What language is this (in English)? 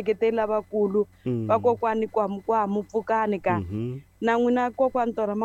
Tsonga